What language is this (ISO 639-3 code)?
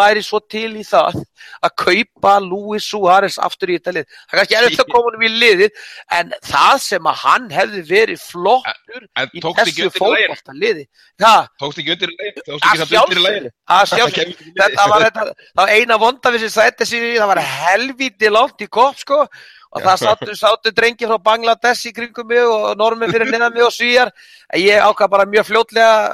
isl